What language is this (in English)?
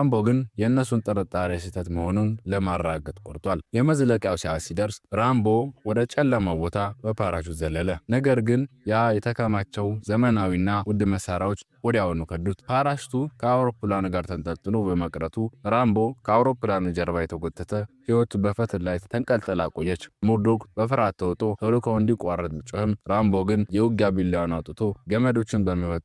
Amharic